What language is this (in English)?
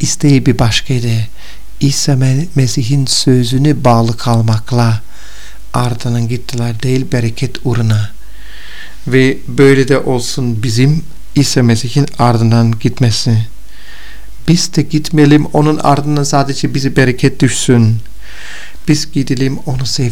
Turkish